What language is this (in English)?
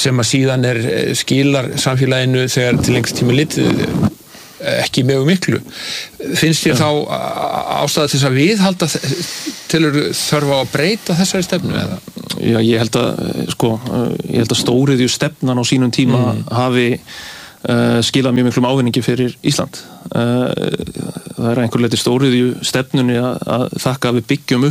Icelandic